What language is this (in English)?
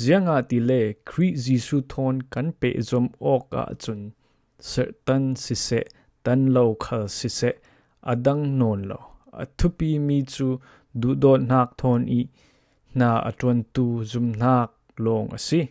Falam Chin